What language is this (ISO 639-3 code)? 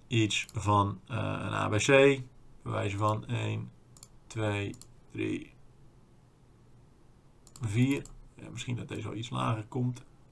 nld